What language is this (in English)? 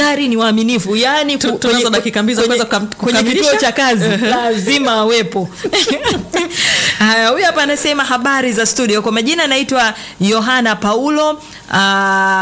Swahili